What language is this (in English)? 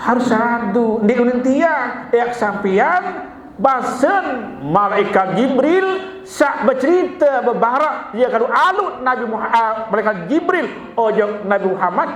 Sasak